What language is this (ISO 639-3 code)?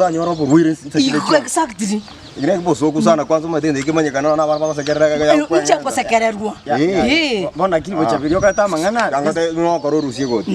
guz